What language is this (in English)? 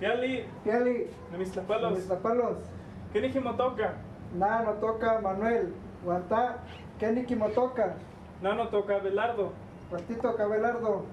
Eastern Huasteca Nahuatl